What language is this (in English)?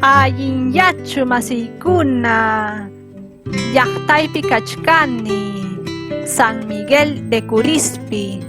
Ayacucho Quechua